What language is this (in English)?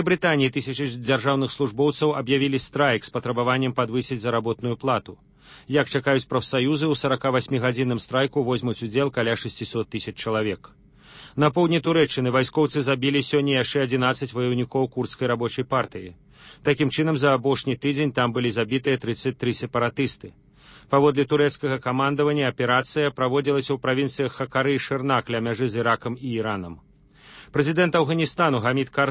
Belarusian